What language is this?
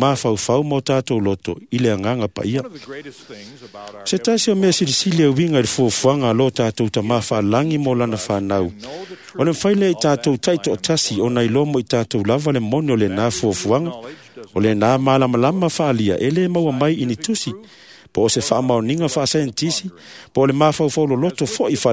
Samoan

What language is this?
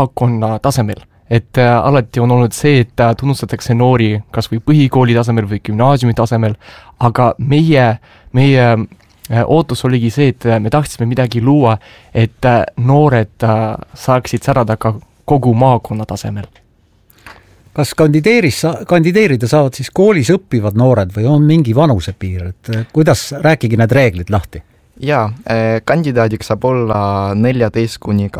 Estonian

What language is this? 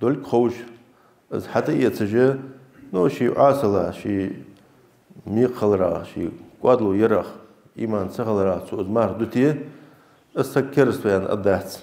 Ingush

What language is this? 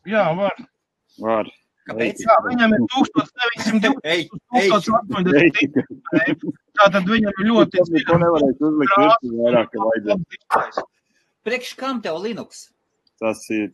Latvian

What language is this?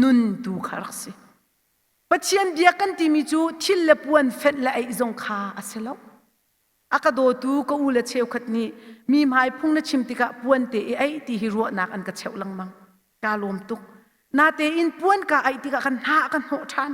Hakha Chin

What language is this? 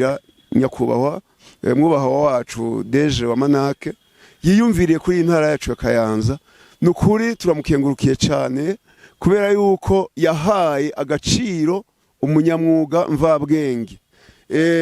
Rundi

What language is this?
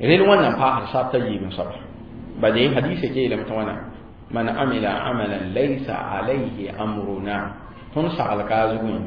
Mossi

